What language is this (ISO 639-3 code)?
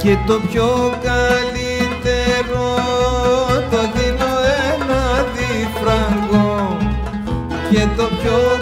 ell